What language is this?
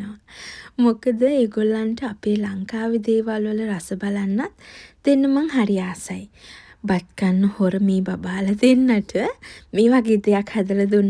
Sinhala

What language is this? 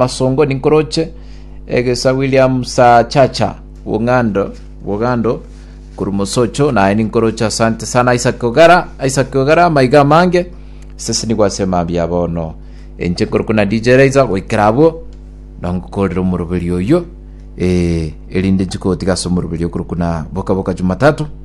Gusii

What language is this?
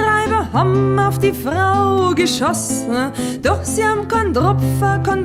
Bavarian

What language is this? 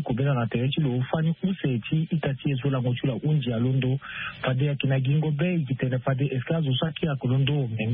Sango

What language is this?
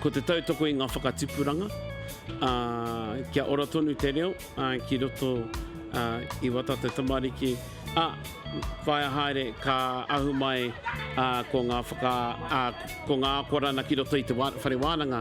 Māori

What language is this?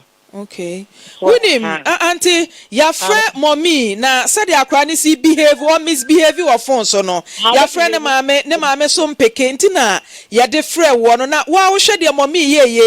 Akan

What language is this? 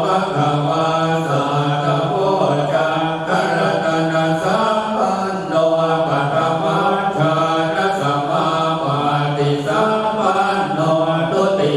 Pali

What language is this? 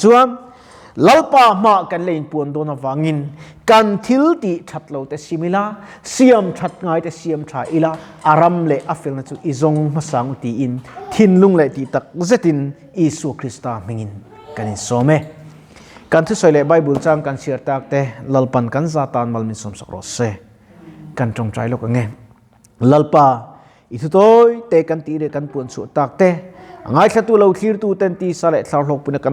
Mizo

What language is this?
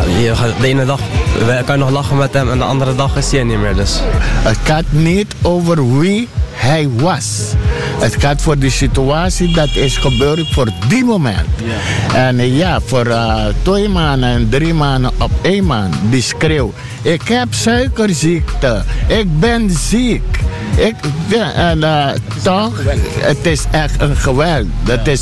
Dutch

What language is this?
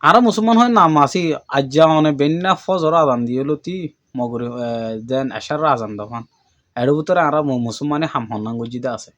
Rohingya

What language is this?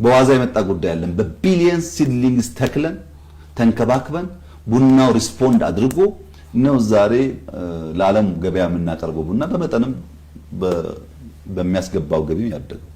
Amharic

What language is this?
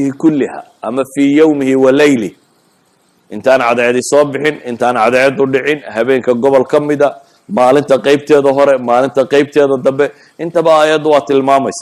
Somali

